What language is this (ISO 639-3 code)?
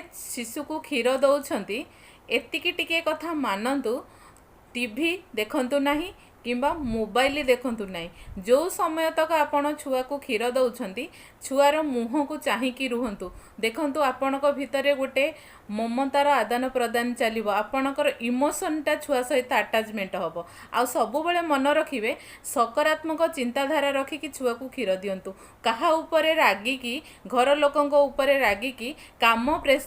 ori